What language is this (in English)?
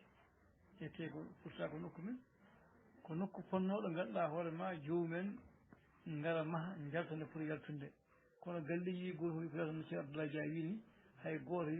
Fula